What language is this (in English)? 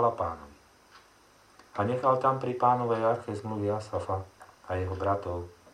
Slovak